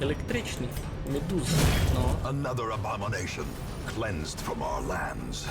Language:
Rusyn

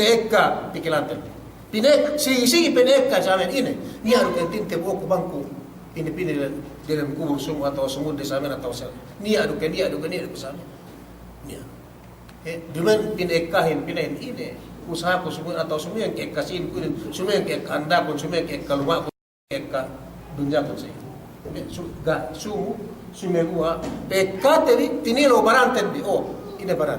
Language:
Yakan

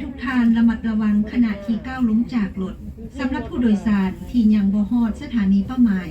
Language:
Hmong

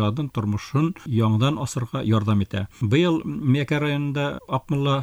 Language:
Bashkir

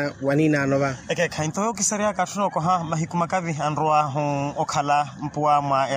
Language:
Makhuwa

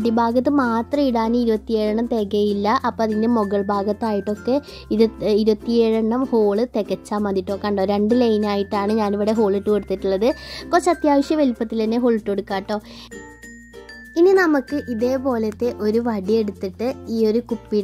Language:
Malayalam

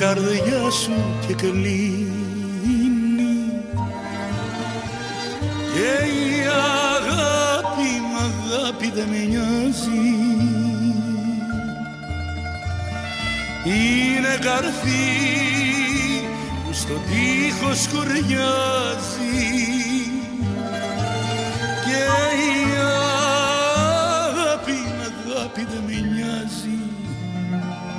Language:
Greek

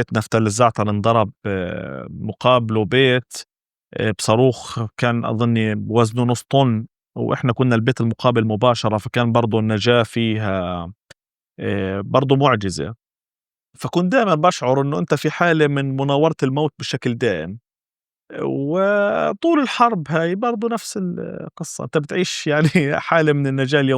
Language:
North Levantine Arabic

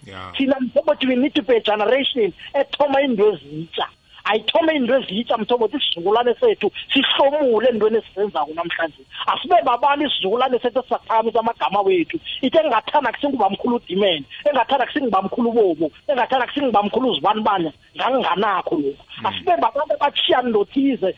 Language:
South Ndebele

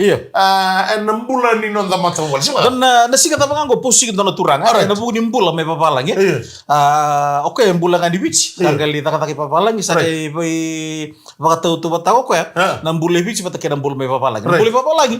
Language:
Fijian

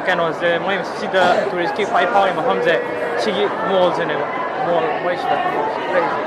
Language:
Manipuri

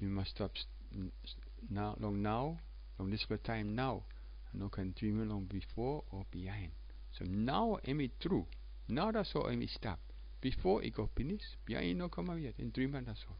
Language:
Tok Pisin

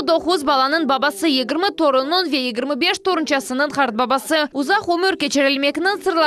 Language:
Crimean Tatar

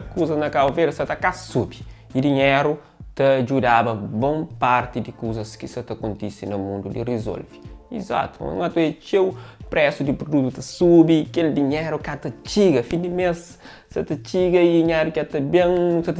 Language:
Kabuverdianu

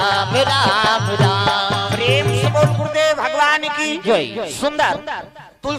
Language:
Chhattisgarhi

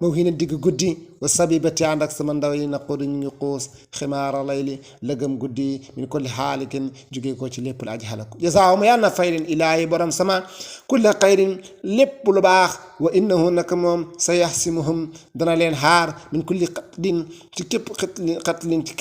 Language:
Wolof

